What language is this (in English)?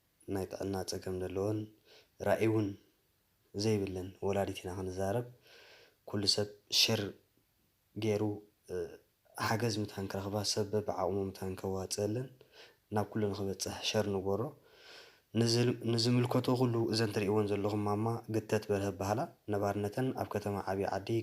Tigrinya